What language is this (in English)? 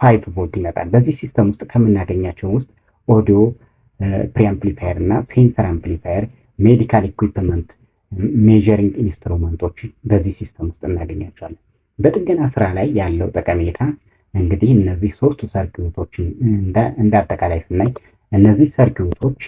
Amharic